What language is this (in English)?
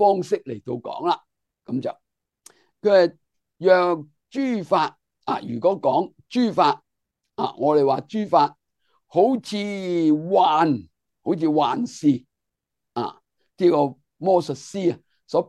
Cantonese